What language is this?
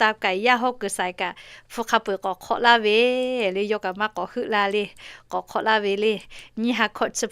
Lahu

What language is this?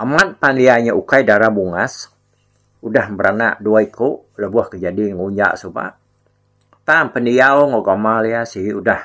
Iban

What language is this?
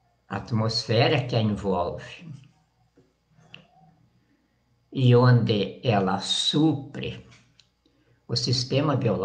Portuguese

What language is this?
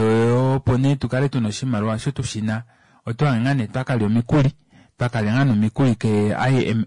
Kuanyama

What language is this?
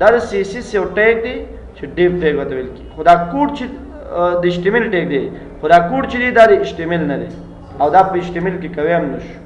Pashto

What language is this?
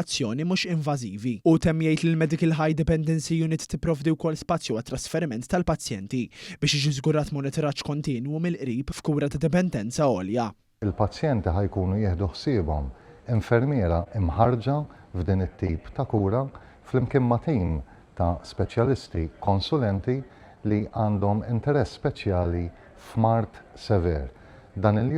Maltese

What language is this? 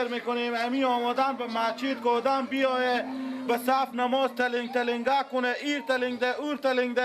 Persian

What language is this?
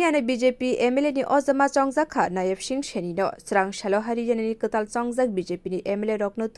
Kok Borok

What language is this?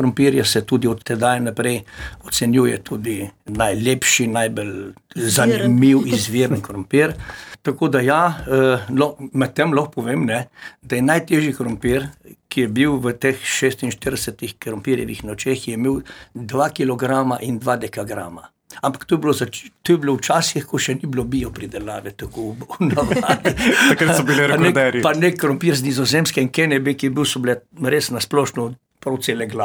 Slovenian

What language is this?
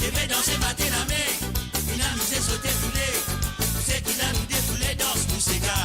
Morisyen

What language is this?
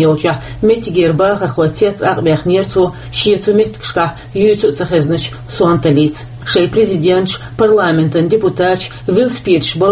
Chechen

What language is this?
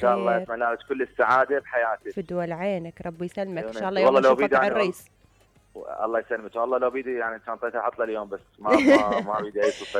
Mesopotamian Arabic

